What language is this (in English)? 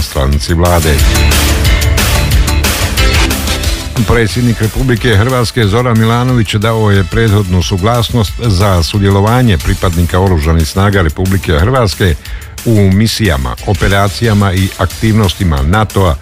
Croatian